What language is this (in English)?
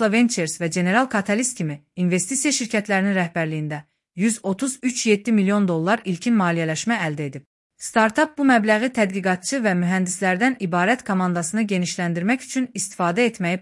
Azerbaijani